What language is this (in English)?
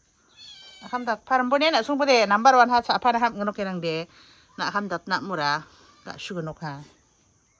Garo